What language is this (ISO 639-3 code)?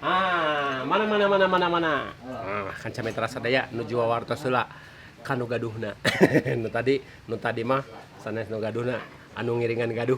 sun